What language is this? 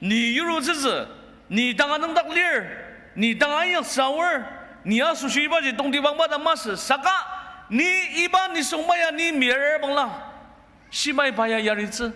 Ao Naga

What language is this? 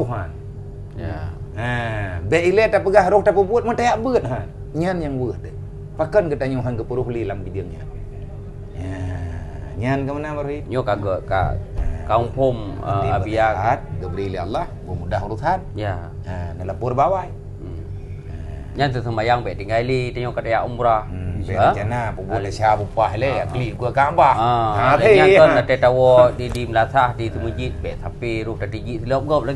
Achinese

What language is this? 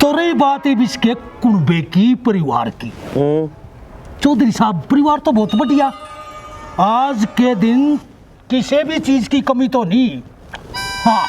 Haryanvi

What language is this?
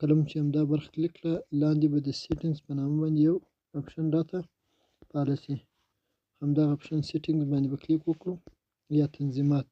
Pashto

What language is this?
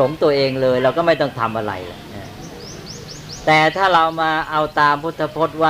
Thai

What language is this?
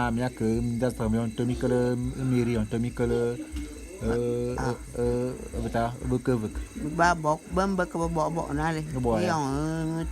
Bulu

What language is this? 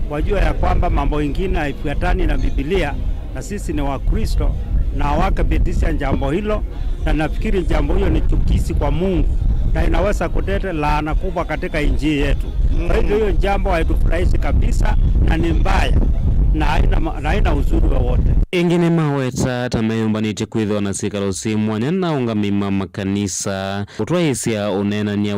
Kamba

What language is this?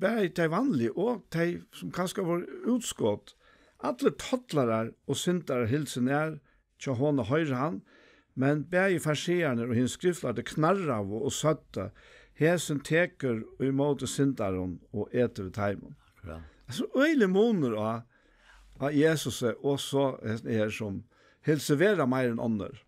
Faroese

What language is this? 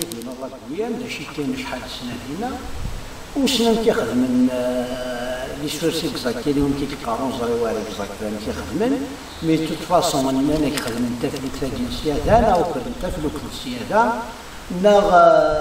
Kabyle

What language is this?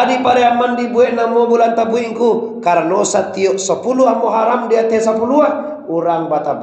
Minangkabau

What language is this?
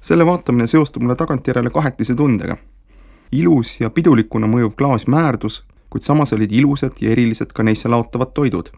Estonian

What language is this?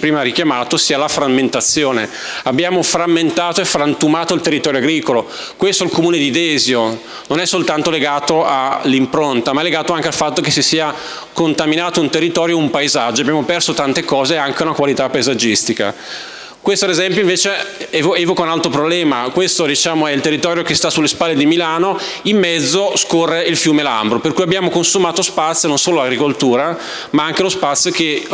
Italian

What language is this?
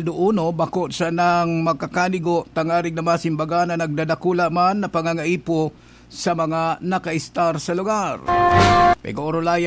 Bikol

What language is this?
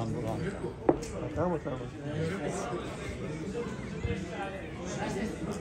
Serbian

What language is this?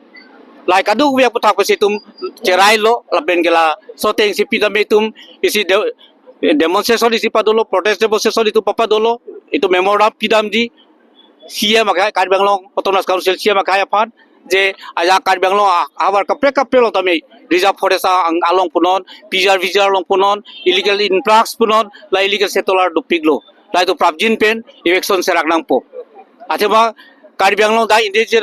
Karbi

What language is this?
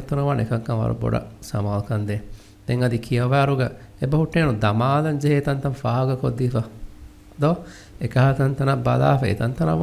Divehi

